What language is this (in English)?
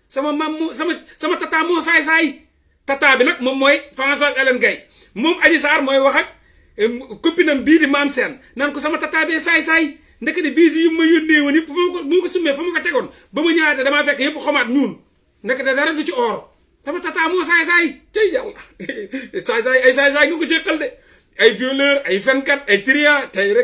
Wolof